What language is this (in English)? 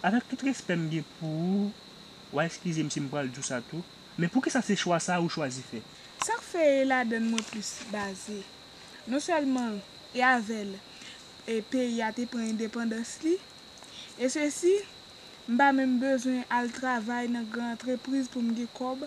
Haitian Creole